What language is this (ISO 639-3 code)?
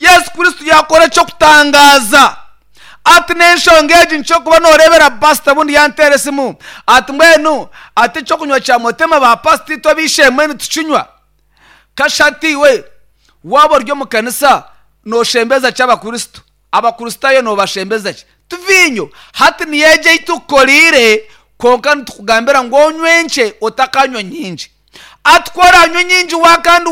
nyn